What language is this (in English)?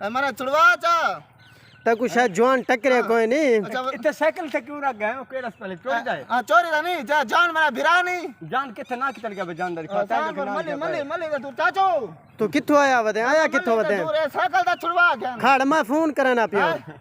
Saraiki